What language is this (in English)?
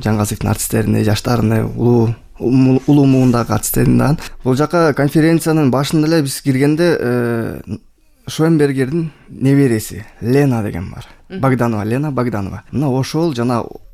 Kyrgyz